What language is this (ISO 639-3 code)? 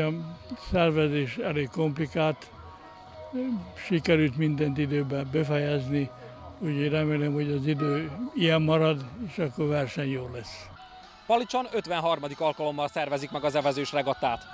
hun